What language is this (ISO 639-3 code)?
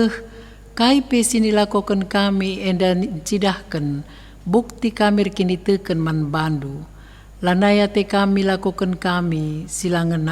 btx